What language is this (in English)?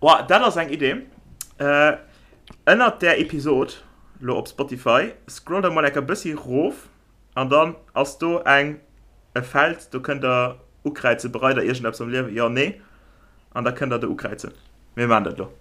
Luxembourgish